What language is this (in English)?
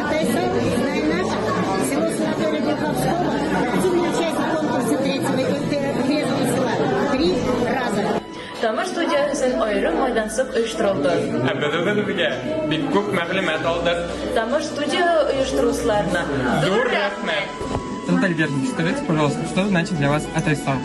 Bashkir